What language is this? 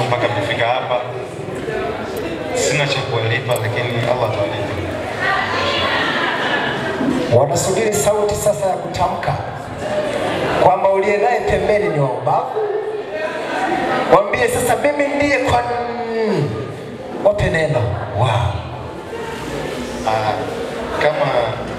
Swahili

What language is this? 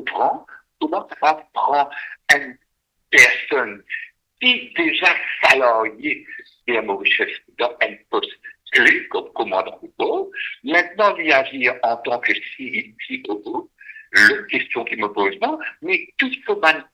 Morisyen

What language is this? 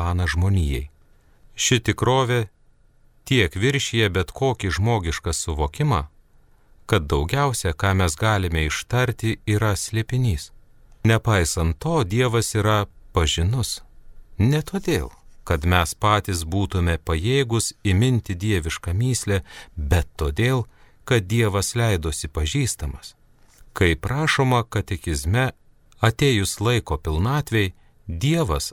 Lithuanian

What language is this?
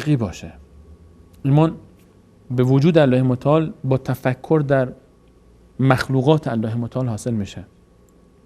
Persian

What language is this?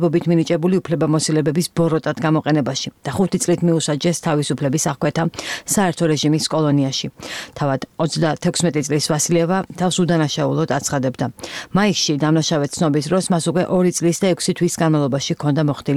Georgian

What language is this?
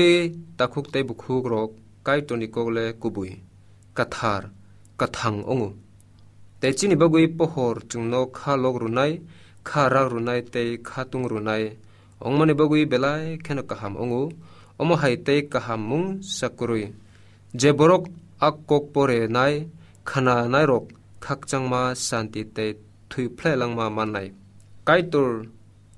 Kok Borok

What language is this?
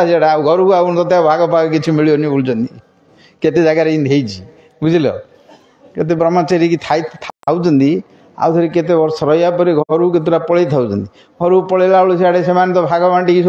Odia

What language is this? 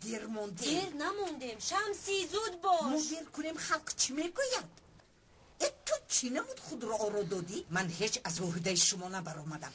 Tajik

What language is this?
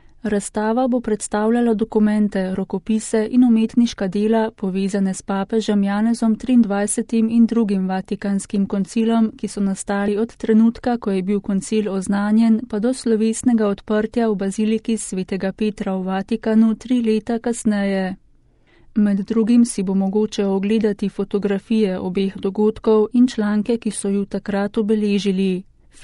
Slovenian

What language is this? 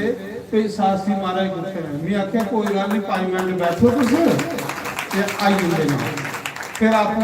Dogri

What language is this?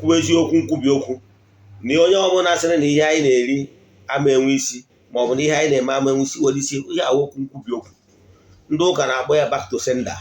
Igbo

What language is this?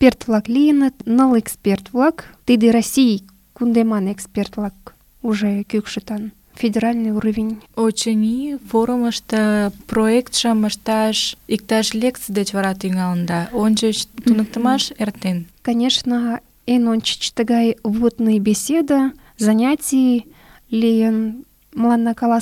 Mari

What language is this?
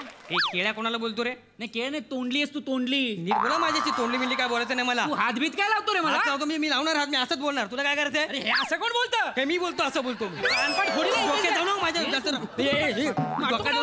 Marathi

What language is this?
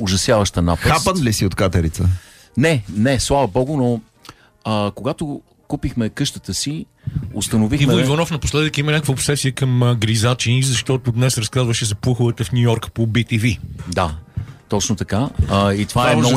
Bulgarian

